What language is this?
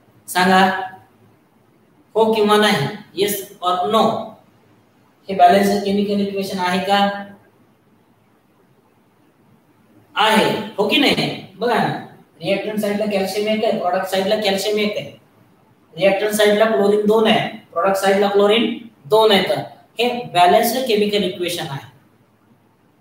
Marathi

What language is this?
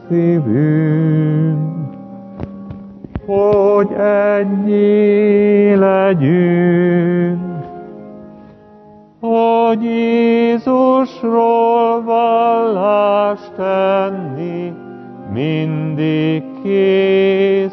Hungarian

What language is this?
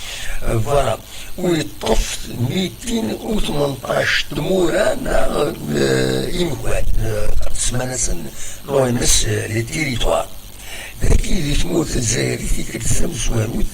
Kabyle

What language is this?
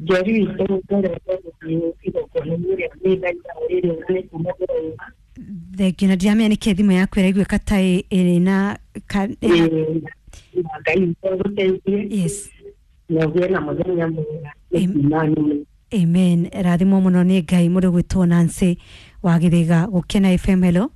Kikuyu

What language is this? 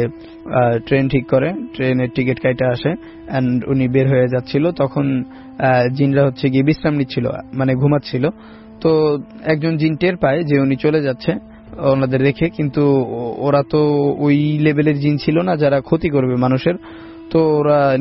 Bangla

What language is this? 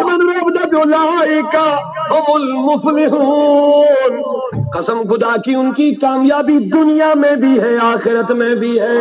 Kashmiri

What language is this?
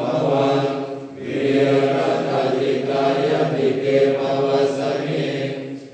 Pali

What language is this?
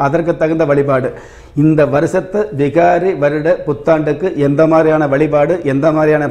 Tamil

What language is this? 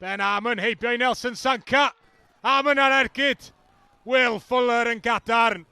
Welsh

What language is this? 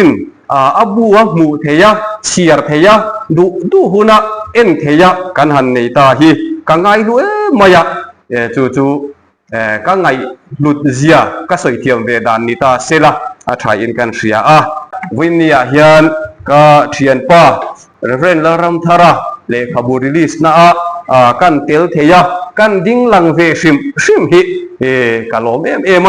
Mizo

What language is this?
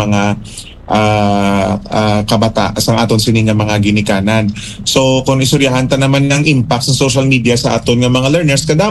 Hiligaynon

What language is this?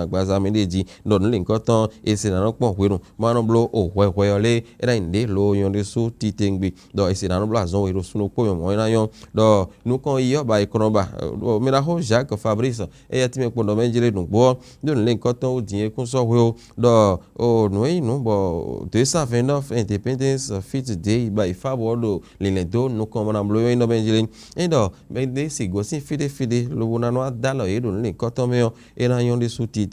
Fon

